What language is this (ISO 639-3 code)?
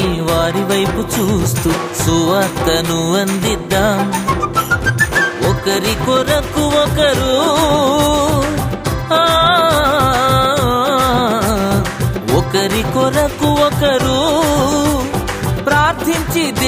tel